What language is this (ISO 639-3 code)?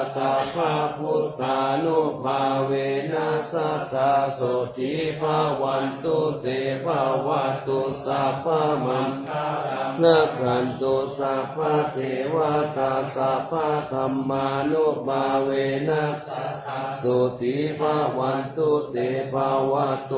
pli